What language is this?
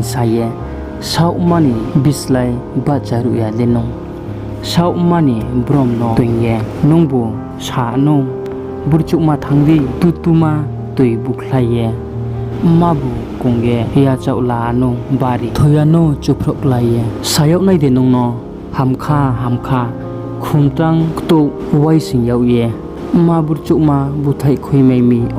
Riang (India)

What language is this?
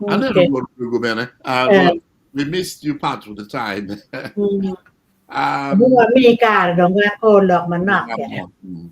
Acoli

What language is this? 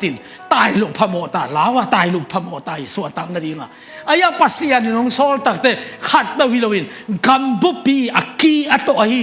Tedim Chin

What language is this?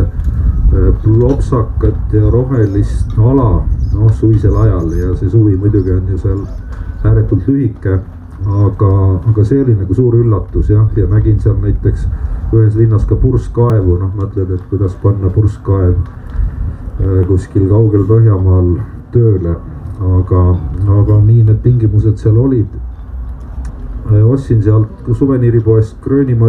Estonian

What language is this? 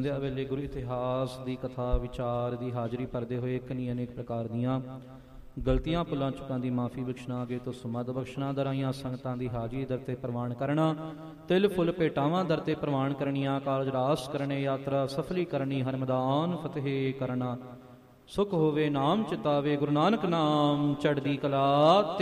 Punjabi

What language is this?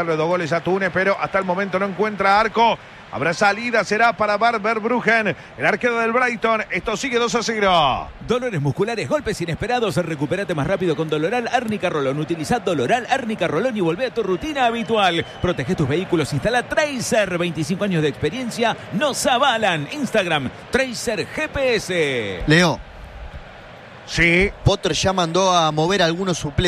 Spanish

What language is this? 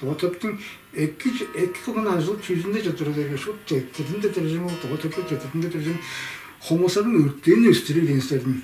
Tuvinian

